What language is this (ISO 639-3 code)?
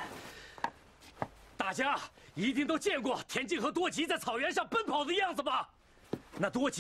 zho